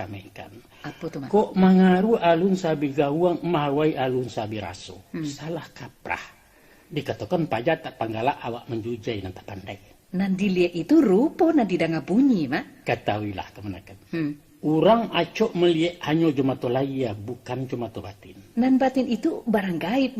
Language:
Minangkabau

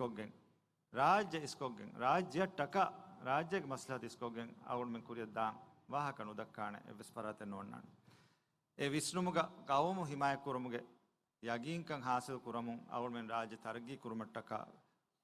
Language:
Divehi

